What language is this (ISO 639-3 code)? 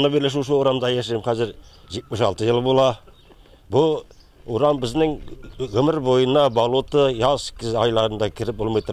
tat